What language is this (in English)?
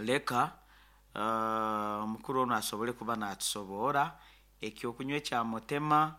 Nyankole